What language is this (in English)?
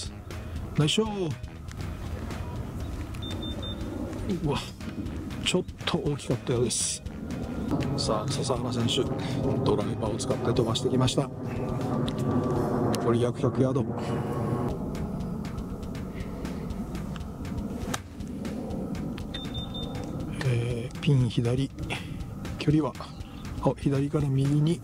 Japanese